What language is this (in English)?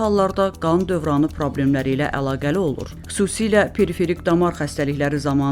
Azerbaijani